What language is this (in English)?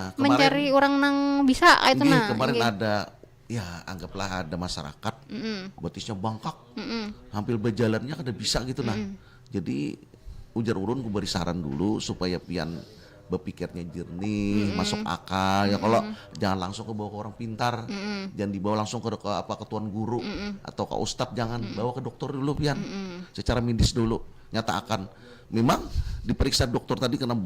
Banjar